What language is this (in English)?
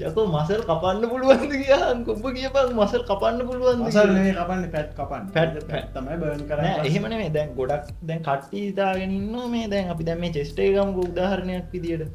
Sinhala